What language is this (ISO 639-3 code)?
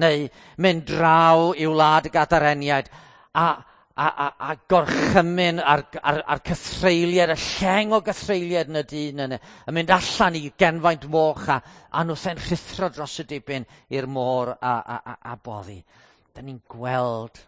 cym